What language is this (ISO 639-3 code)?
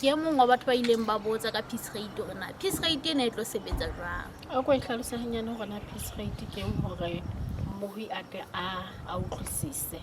sot